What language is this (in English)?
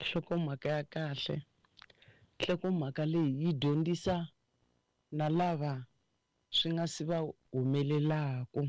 Tsonga